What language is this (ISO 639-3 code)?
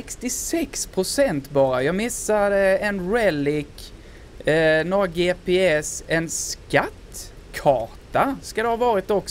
swe